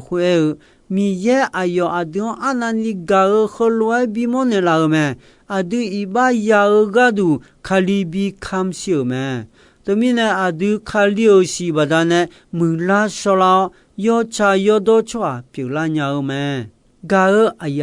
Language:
Akha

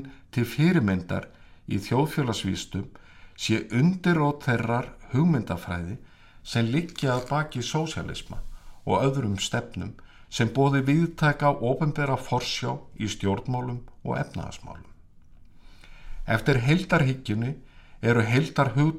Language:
Icelandic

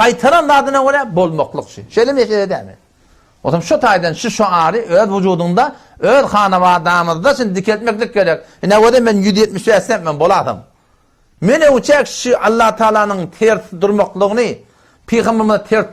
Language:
Turkmen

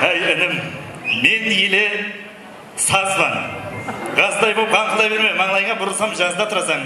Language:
Kara-Kalpak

